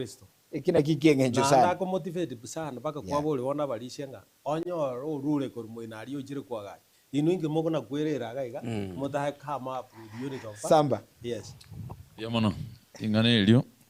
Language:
Gusii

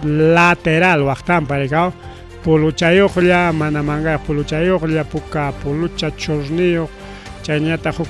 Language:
Ayacucho Quechua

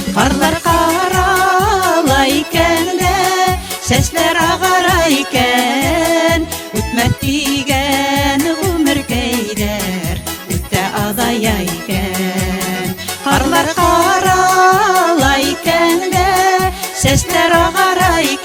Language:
Bashkir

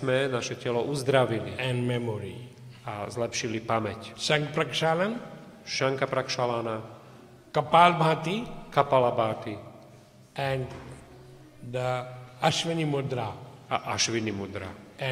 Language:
Slovak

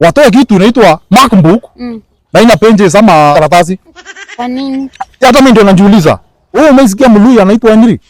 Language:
Swahili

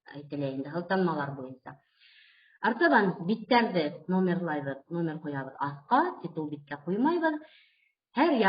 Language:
Bashkir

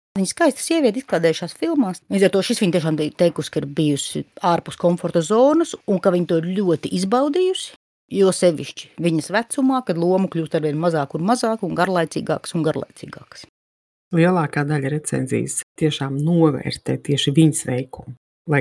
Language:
Latvian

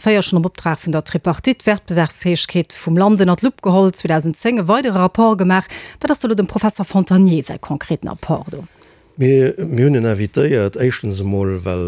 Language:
Luxembourgish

